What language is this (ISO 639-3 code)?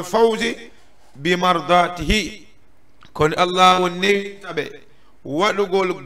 ful